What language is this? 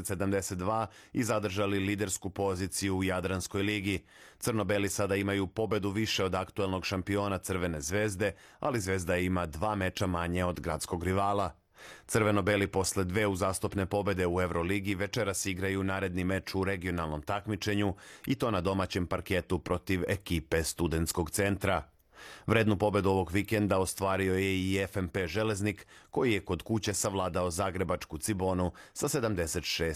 Serbian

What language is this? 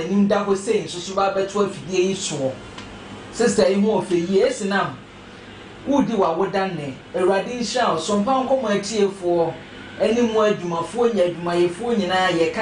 Akan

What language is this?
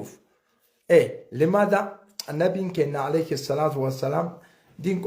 Oromo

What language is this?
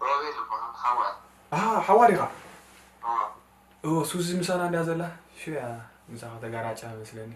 Tigrinya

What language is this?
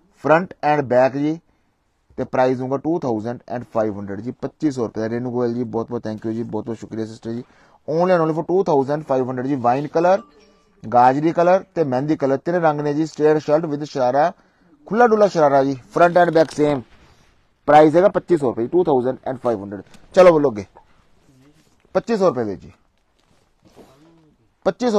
Punjabi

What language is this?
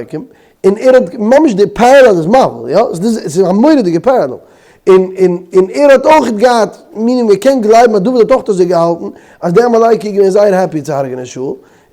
Yiddish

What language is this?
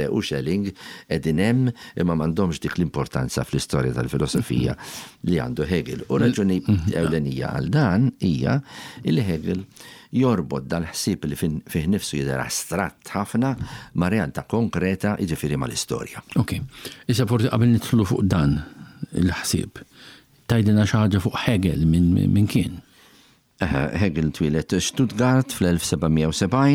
Maltese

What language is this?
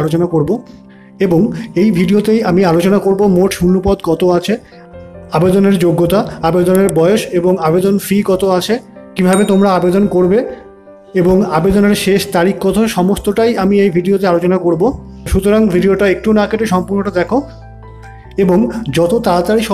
Bangla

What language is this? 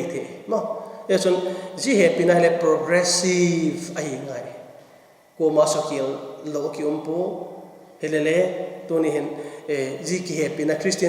Vaiphei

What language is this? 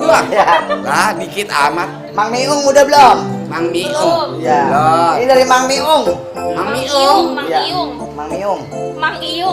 Betawi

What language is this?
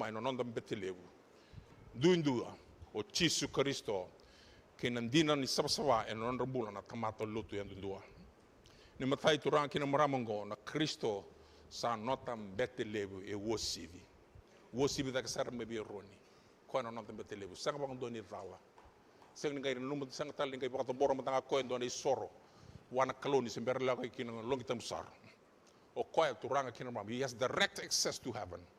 Fijian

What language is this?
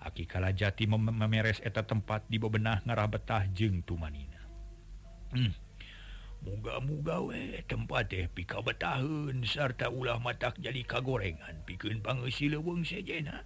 Sundanese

